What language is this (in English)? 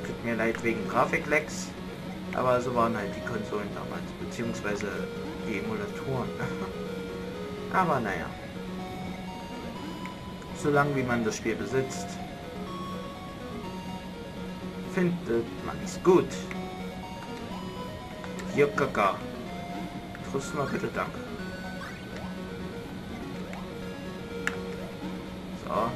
German